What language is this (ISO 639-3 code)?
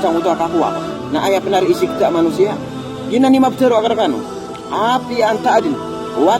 mrw